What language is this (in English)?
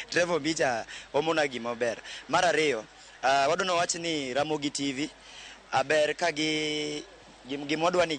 Luo (Kenya and Tanzania)